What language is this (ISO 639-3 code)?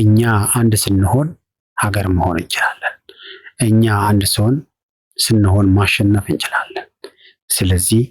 amh